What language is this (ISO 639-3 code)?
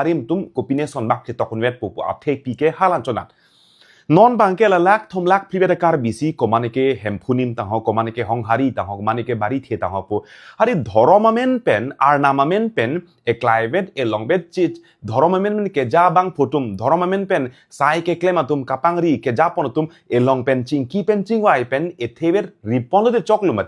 mjw